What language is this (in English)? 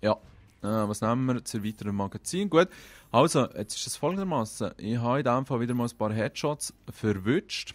Swiss German